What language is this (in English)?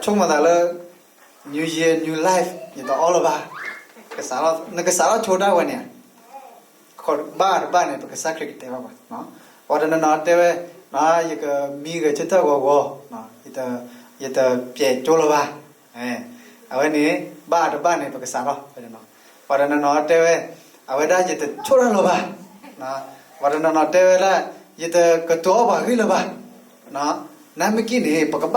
S'gaw Karen